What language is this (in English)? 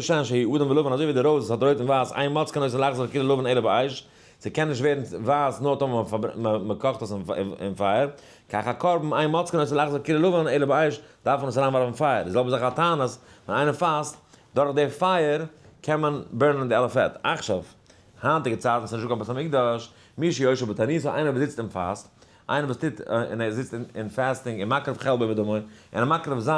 Yiddish